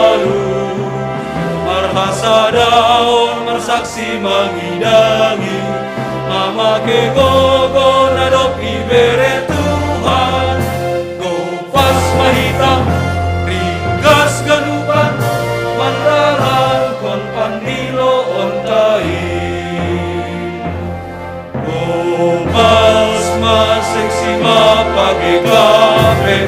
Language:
Batak Simalungun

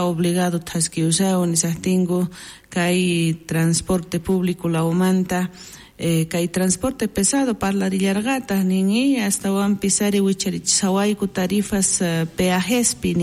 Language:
South Bolivian Quechua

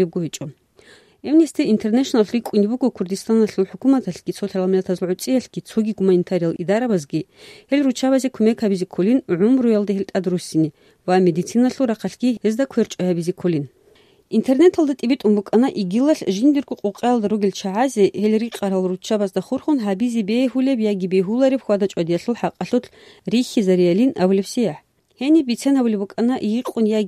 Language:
Avaric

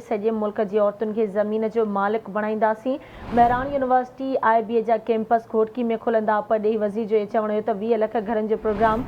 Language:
Sindhi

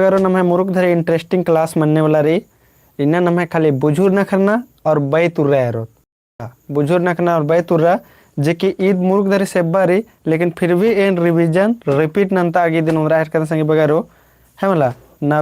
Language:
Kurukh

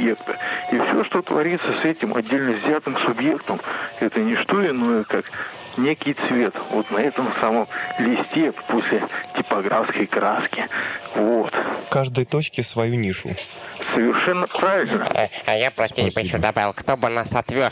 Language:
Russian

